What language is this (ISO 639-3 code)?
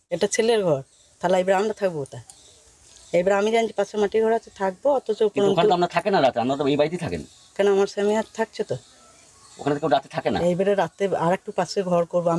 ben